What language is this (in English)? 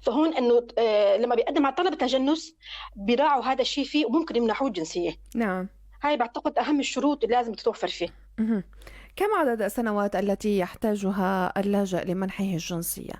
North Levantine Arabic